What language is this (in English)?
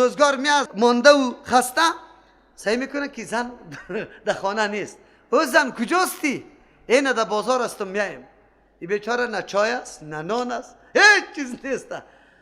Persian